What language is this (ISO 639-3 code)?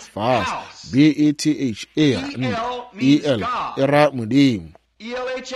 nso